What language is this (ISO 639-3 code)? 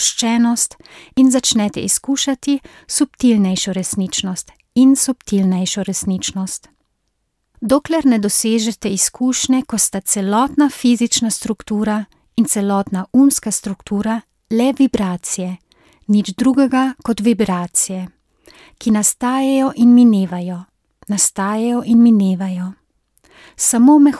slv